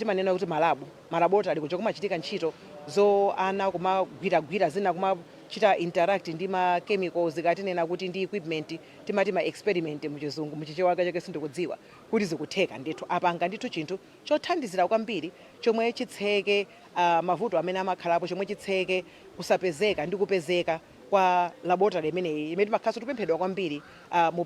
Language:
Nyanja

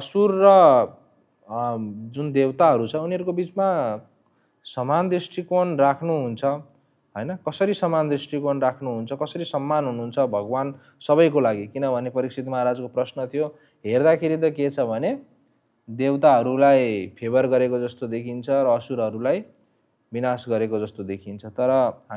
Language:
Nepali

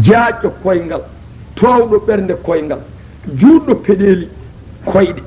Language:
Fula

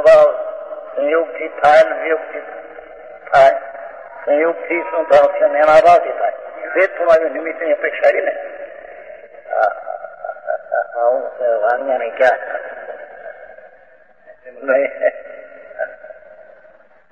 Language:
Gujarati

